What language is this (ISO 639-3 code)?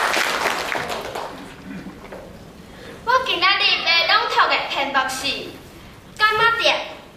nan